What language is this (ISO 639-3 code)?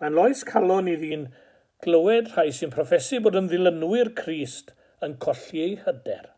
cym